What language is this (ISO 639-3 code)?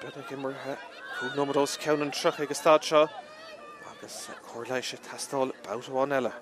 gle